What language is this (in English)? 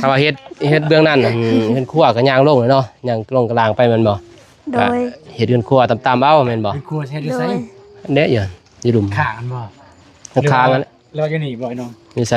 Lao